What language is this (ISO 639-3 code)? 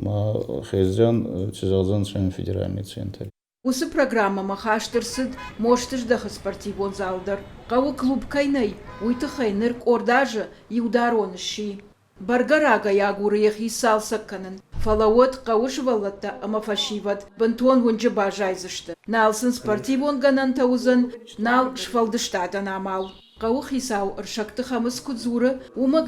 oss